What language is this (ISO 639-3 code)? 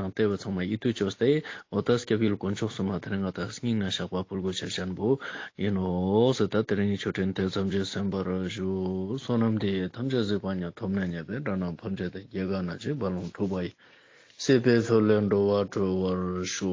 lbj